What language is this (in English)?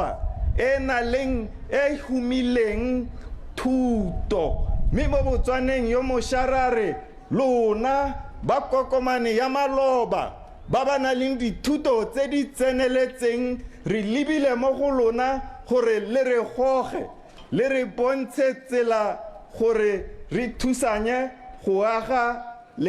Tswana